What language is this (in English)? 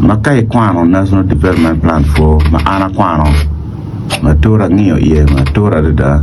Acoli